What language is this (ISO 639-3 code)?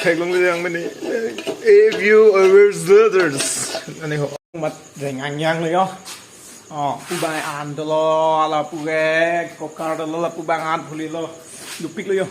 mjw